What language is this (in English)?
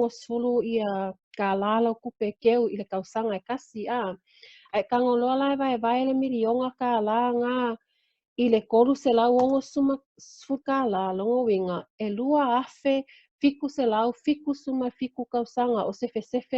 Samoan